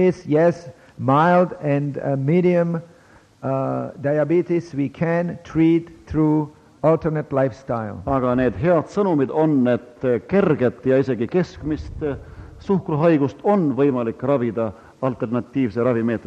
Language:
Estonian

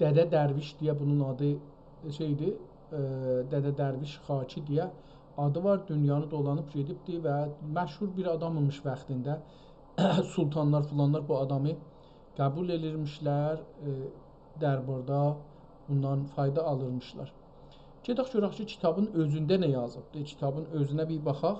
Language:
South Azerbaijani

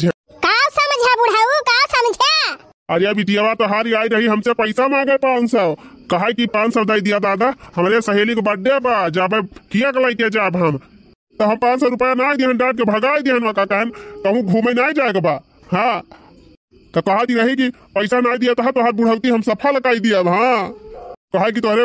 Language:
Awadhi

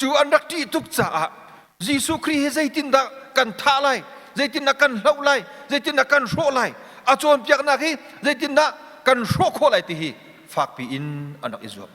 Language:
Hakha Chin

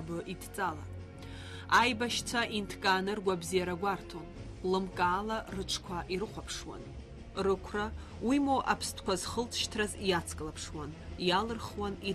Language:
Abkhazian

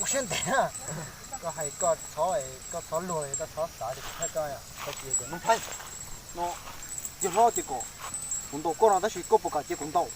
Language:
Hmong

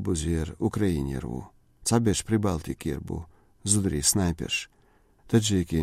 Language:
Chechen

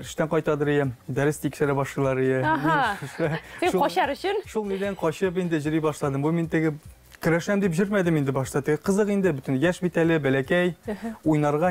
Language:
Tatar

